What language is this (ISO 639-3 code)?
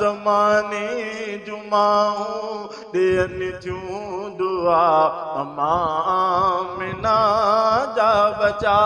snd